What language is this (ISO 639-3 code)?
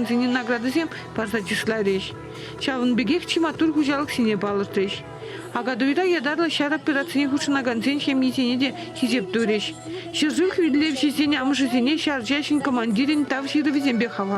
chv